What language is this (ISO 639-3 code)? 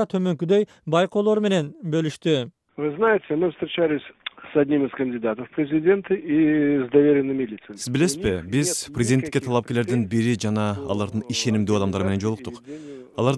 kir